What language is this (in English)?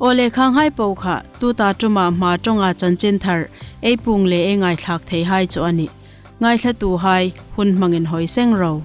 Hmar